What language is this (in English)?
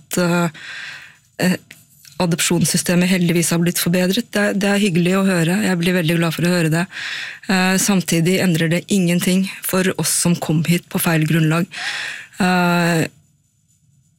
Norwegian